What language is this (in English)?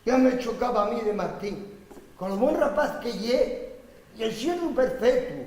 Asturian